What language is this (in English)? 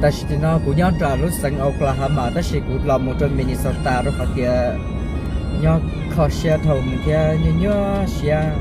Hmong